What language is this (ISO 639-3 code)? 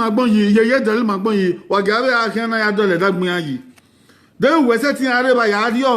bin